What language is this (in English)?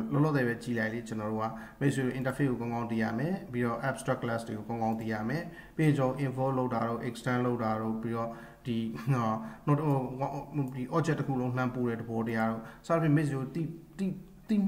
Burmese